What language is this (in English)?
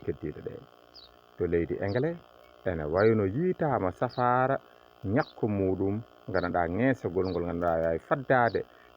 Fula